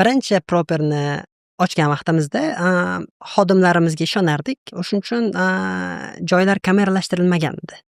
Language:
Uzbek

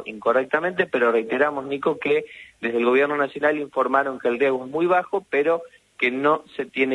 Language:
Spanish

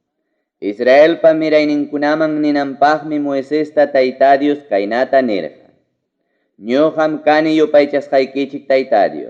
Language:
Ayacucho Quechua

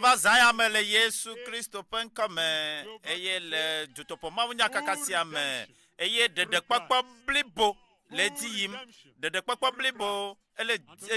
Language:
Ewe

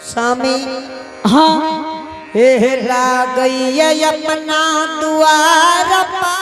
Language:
Angika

